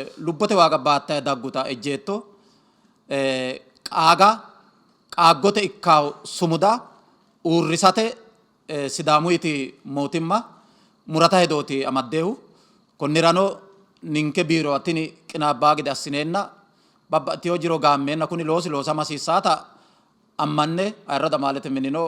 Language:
Sidamo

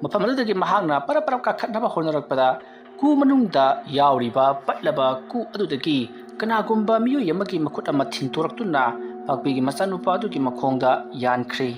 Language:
Manipuri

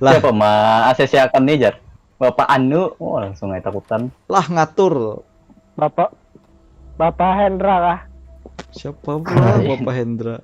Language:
Banjar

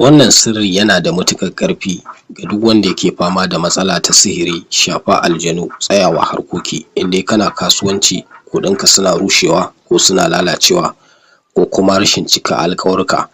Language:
Hausa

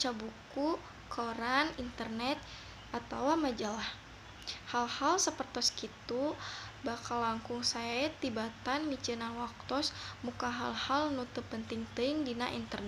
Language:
Sundanese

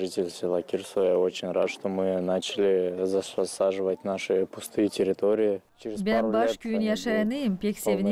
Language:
Gagauz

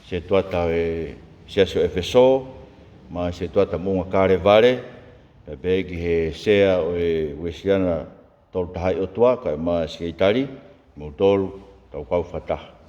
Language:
Tongan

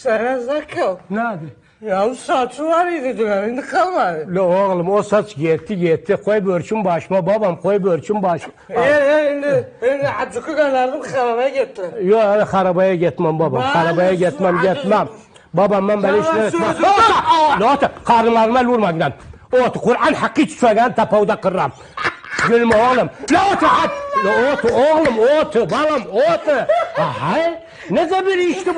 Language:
South Azerbaijani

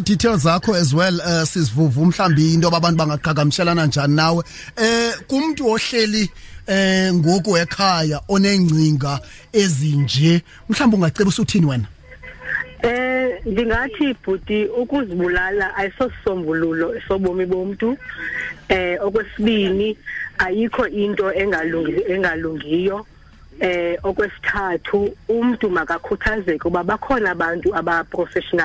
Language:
Xhosa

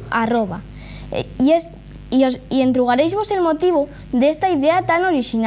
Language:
Asturian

